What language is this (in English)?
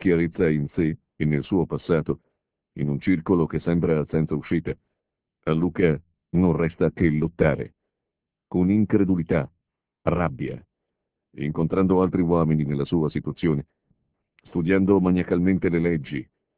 Italian